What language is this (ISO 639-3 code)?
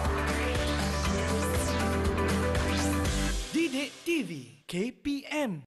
msa